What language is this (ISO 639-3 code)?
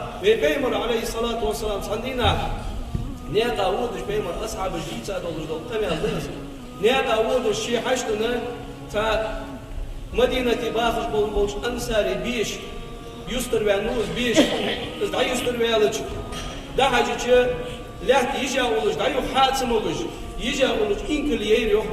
inh